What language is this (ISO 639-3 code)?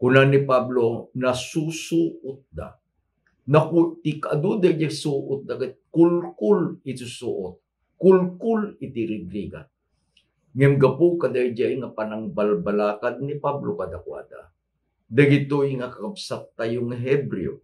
ilo